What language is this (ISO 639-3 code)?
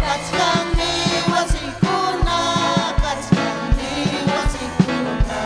quy